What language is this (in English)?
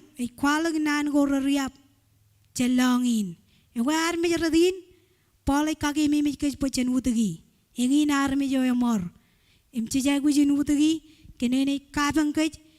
Marshallese